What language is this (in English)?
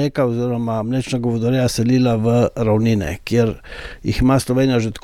Slovenian